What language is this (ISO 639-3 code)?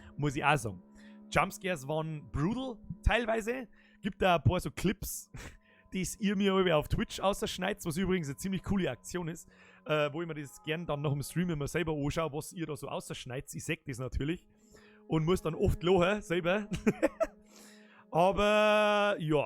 bar